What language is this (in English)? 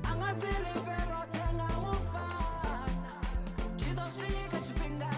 Venda